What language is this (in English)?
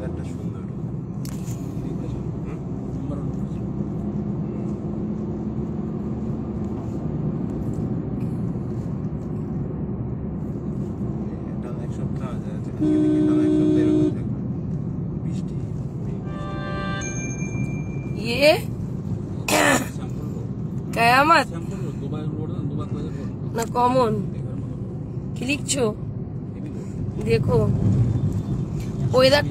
Bangla